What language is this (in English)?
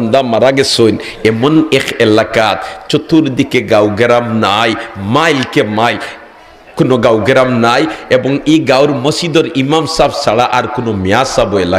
Sylheti